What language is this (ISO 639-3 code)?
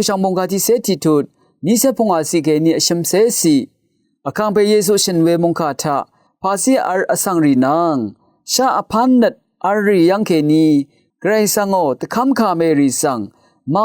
raw